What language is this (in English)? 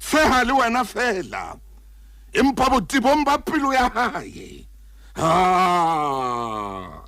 Southern Sotho